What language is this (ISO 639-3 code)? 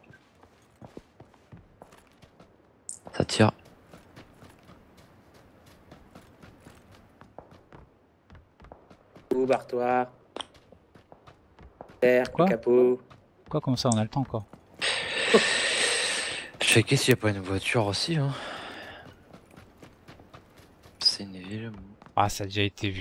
fra